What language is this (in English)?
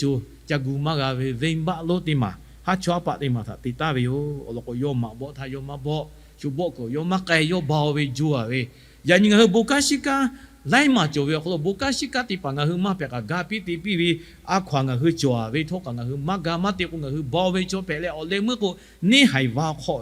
Lahu